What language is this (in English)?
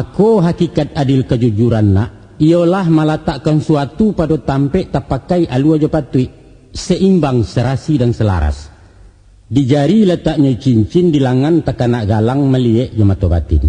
Minangkabau